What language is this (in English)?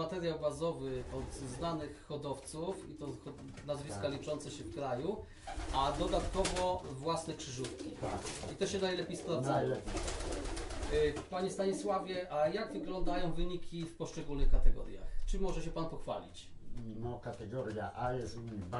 Polish